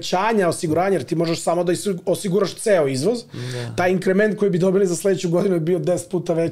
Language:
Serbian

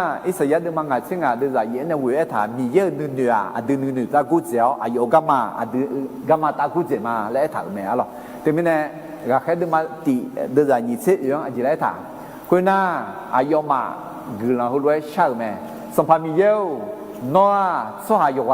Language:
Akha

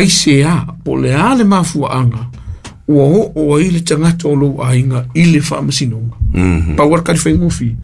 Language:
Samoan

